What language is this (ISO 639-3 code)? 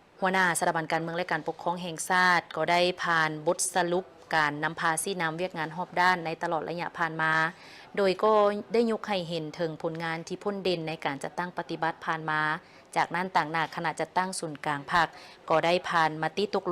lao